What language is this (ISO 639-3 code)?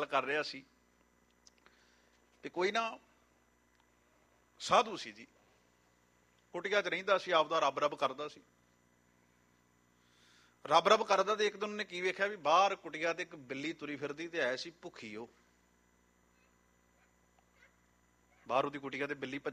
pan